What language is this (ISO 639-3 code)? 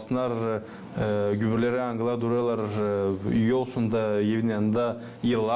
gag